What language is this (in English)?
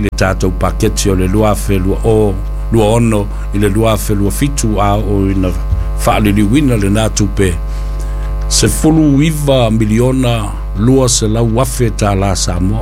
Samoan